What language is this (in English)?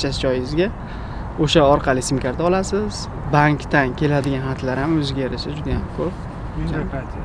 Uzbek